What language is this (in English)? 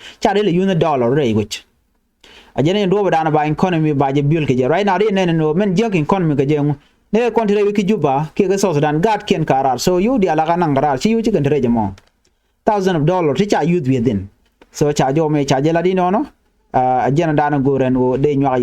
Nuer